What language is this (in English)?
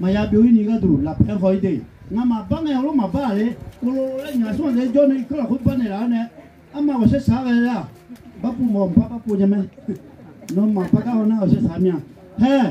Akha